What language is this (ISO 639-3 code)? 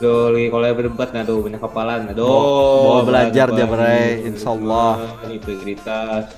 bjn